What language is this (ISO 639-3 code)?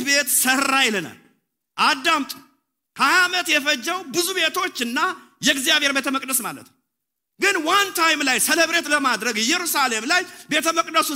amh